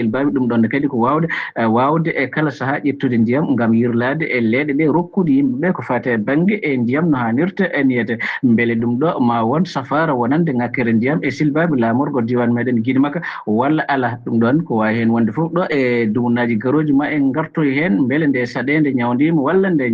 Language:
Fula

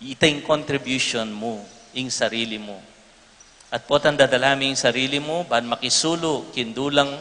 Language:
Pampanga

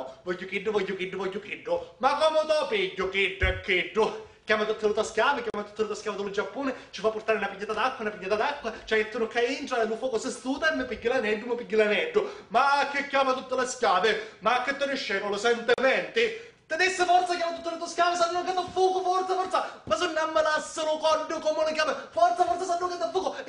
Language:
Sicilian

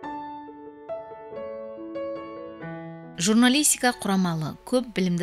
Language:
Kara-Kalpak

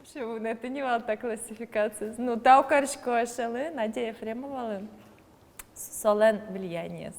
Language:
Udmurt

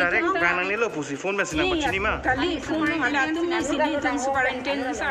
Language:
Karbi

